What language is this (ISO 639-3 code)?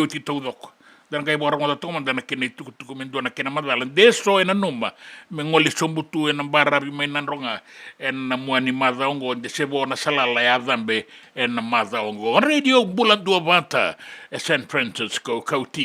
fij